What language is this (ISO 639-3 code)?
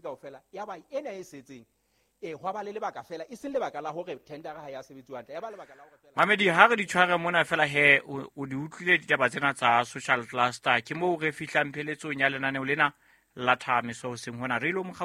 sot